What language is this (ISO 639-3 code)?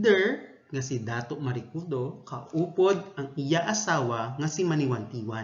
hil